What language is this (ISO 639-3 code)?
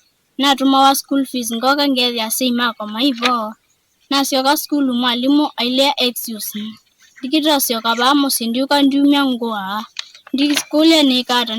kam